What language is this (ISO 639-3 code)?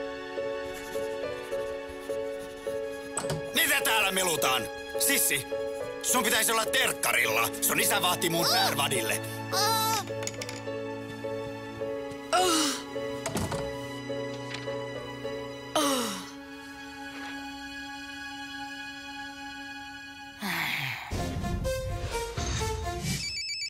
fin